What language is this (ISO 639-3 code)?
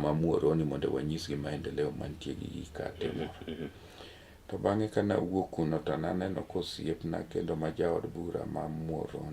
luo